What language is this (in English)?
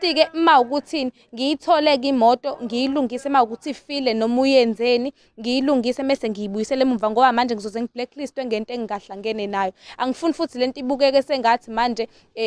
Zulu